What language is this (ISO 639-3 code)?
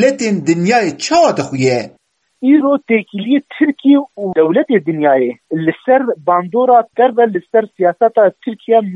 kur